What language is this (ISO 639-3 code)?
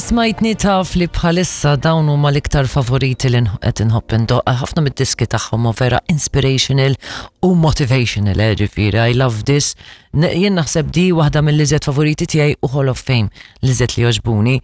mlt